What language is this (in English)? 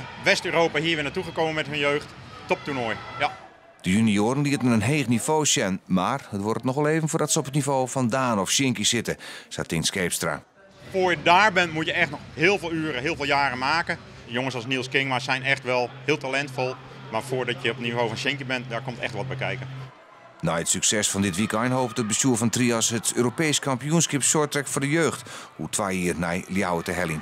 Western Frisian